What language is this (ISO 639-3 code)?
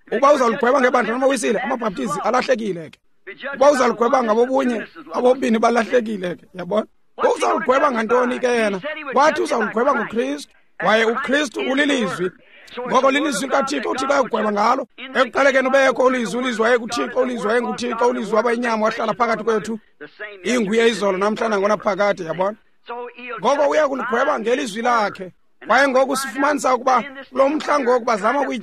xho